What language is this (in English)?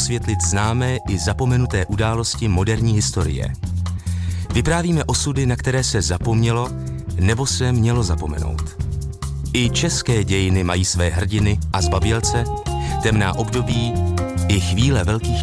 Czech